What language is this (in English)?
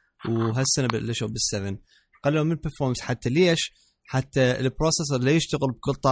Mesopotamian Arabic